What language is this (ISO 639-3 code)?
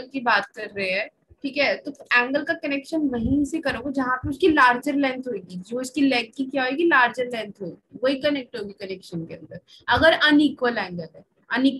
hin